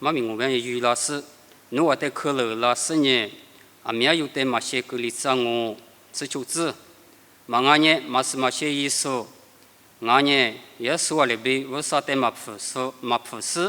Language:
Lisu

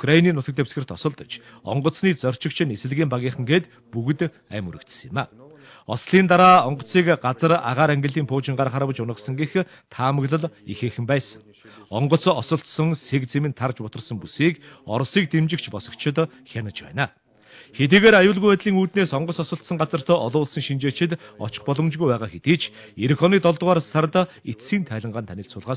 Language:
Mongolian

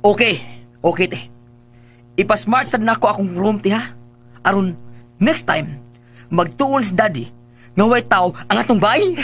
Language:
Cebuano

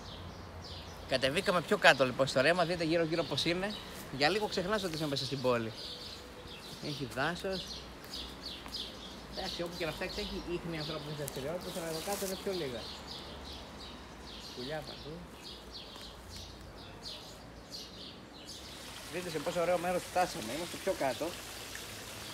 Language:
Greek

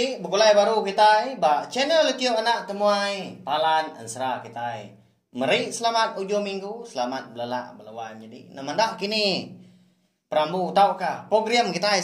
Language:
Iban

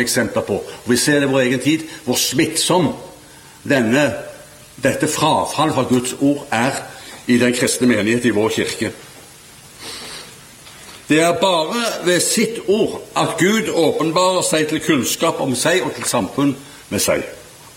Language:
Norwegian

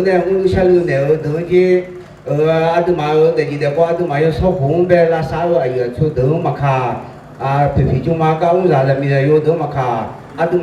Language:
Akha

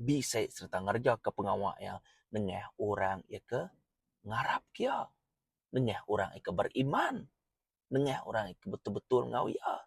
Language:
Iban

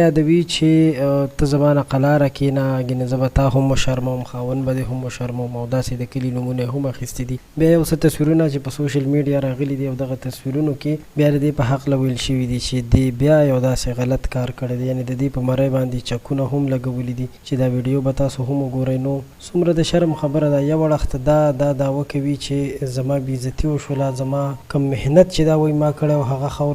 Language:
Pashto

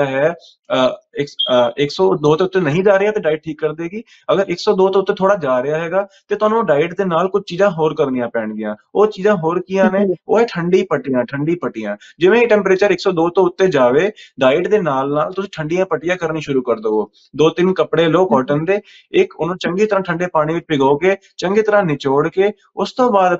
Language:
Punjabi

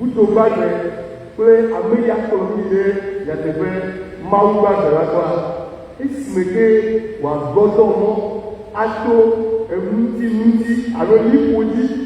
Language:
Ewe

